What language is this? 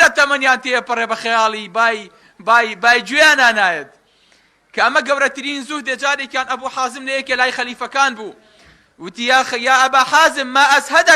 Central Kurdish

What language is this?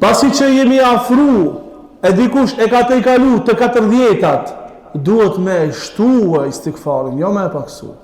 Albanian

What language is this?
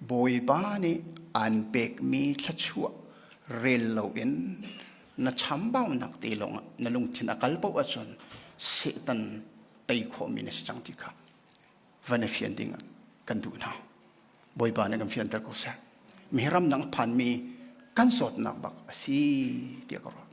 Hakha Chin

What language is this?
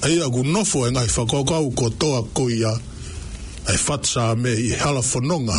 Tongan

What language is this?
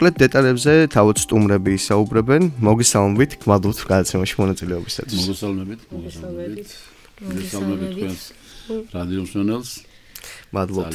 Georgian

